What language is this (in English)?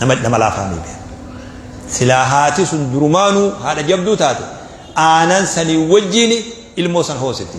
Oromo